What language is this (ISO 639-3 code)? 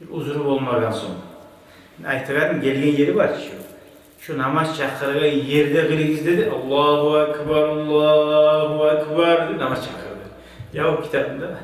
kum